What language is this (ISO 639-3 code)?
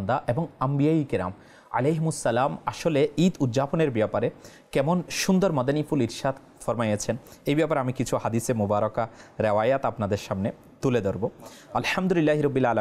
ben